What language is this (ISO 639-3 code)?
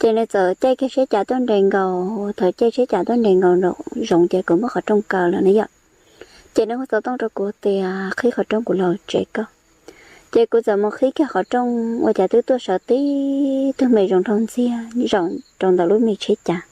hmn